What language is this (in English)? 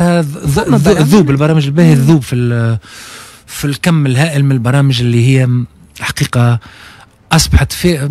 Tunisian Arabic